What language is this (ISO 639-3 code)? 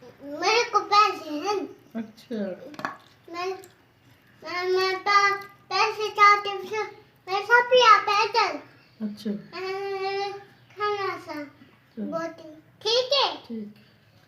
skr